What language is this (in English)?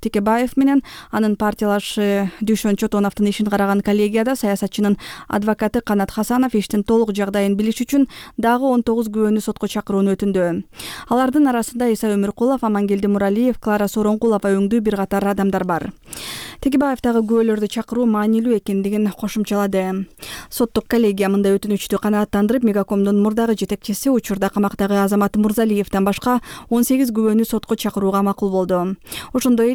Kyrgyz